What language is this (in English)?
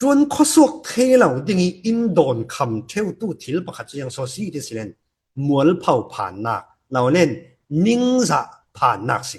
Falam Chin